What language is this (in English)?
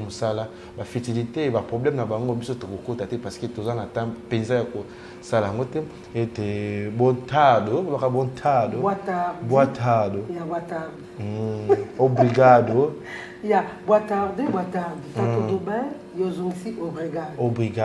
Lingala